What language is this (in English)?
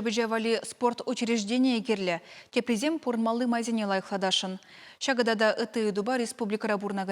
Chuvash